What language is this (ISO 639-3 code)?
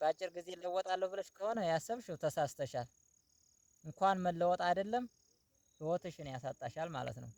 amh